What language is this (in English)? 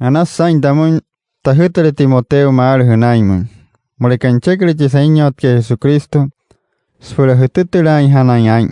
Wayuu